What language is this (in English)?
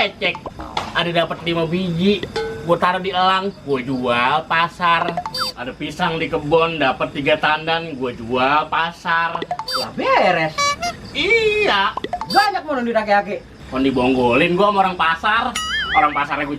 Betawi